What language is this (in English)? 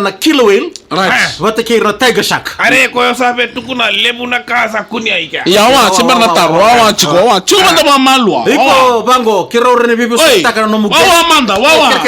Fijian